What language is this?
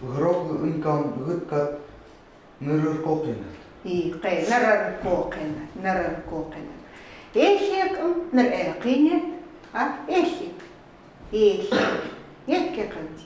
Chukot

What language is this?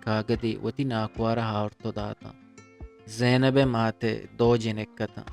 Eastern Balochi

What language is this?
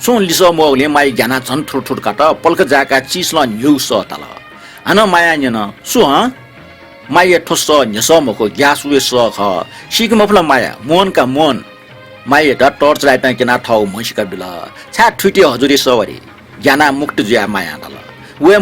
Newari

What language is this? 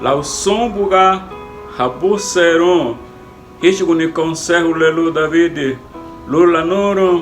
Garifuna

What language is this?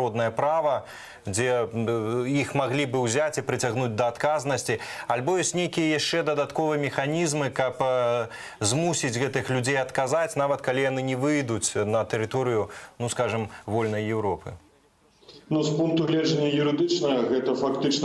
Belarusian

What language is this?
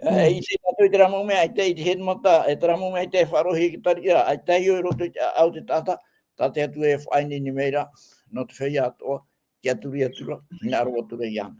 Tahitian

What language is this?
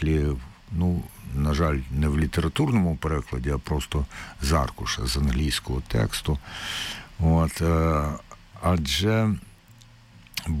Ukrainian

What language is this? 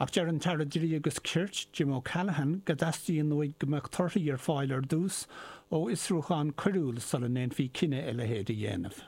Irish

